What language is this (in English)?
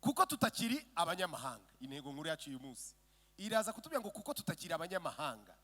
Kinyarwanda